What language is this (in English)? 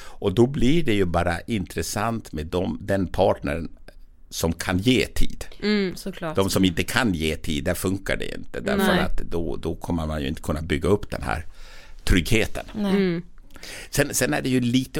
Swedish